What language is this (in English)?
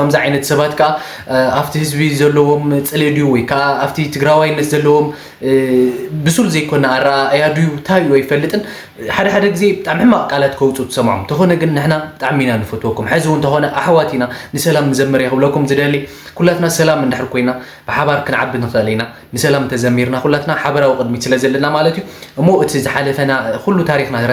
Tigrinya